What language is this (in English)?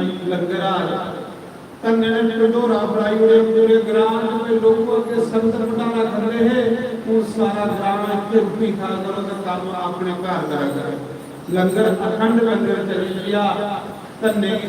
Dogri